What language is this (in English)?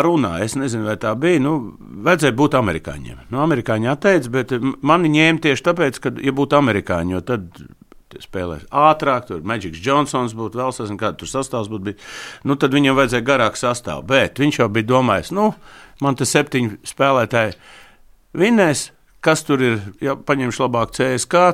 Latvian